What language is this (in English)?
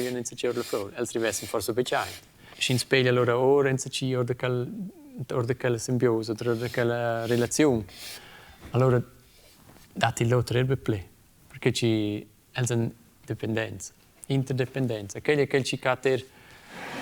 Romansh